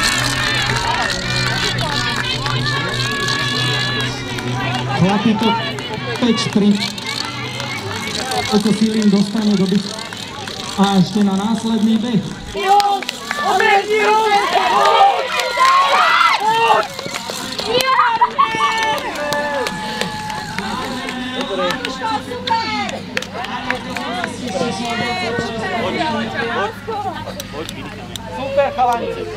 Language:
Slovak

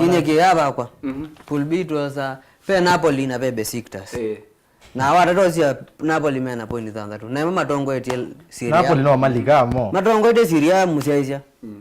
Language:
Kamba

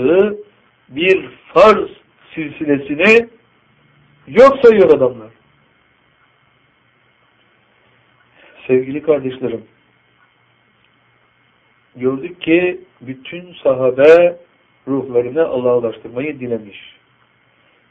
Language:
Turkish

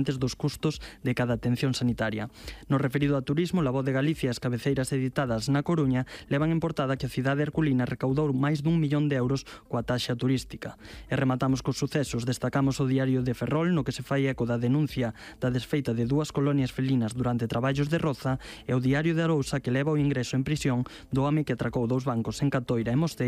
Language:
Galician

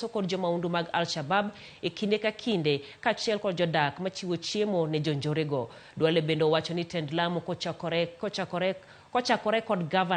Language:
Luo (Kenya and Tanzania)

